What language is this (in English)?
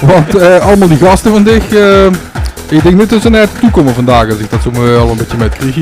Limburgish